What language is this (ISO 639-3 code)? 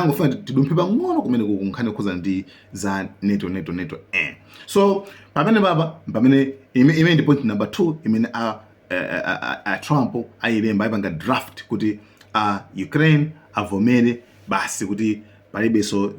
nya